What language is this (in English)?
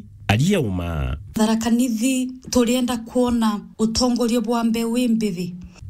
Meru